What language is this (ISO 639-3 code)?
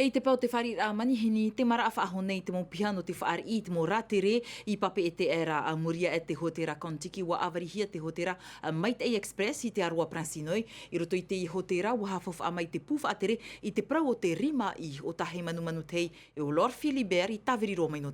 tah